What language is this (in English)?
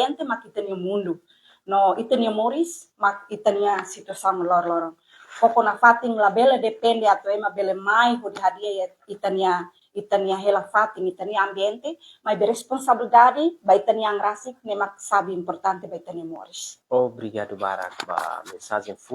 Tetum